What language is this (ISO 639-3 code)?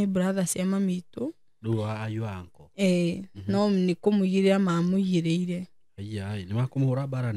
kik